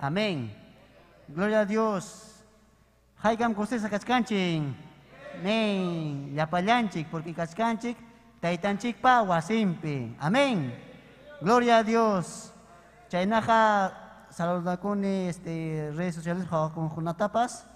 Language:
Ayacucho Quechua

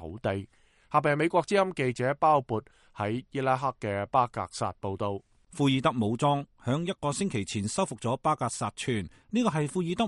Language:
Cantonese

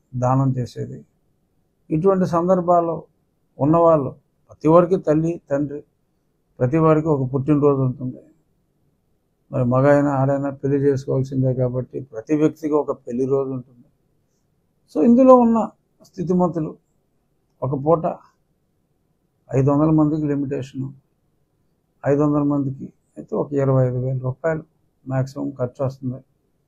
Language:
Telugu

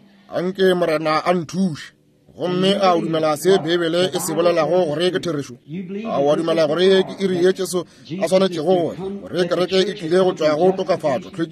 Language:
Northern Sotho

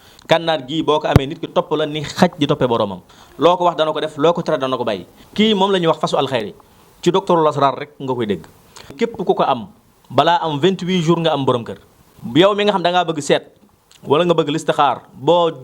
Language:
Wolof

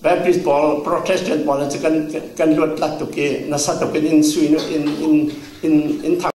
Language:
Falam Chin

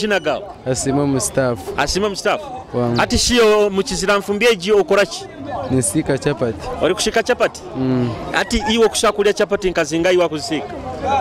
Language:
Nyoro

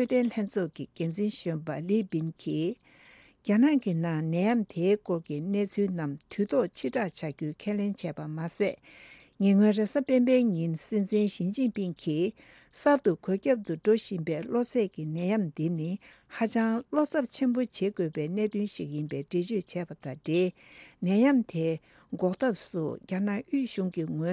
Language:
Tibetan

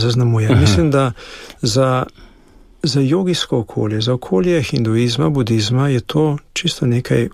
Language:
Slovenian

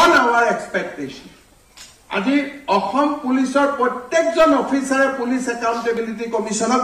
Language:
Assamese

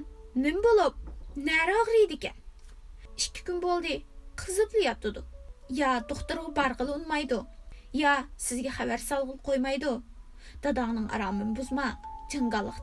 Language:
Uyghur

